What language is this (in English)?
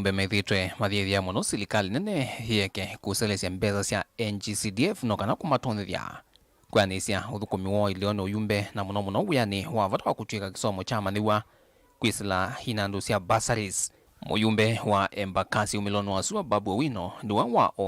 Kamba